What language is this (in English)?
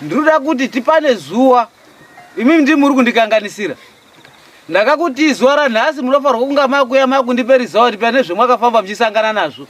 Shona